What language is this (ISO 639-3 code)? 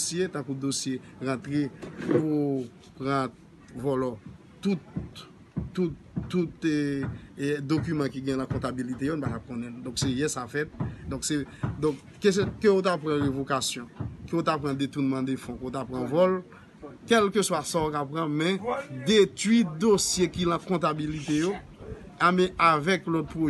hat